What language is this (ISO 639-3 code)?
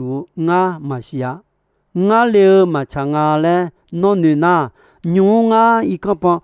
ahk